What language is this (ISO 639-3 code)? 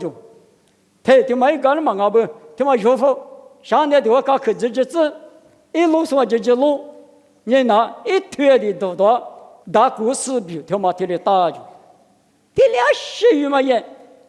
lis